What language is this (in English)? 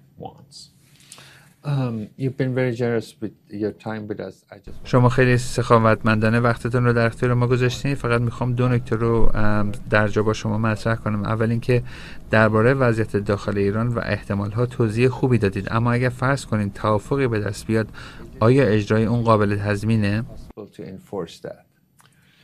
Persian